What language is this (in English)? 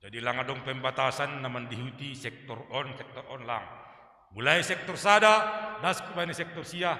Batak Simalungun